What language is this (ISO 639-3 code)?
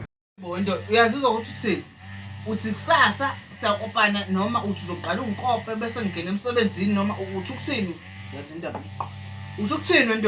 zul